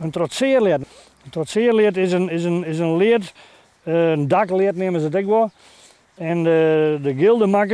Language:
Western Frisian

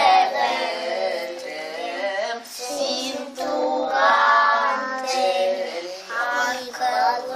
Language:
Tatar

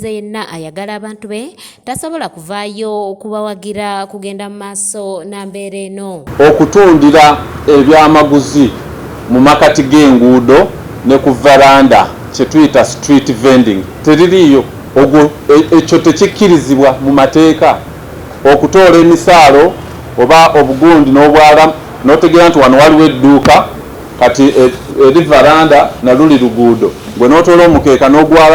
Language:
Ganda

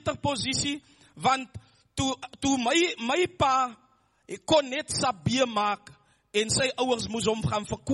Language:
Afrikaans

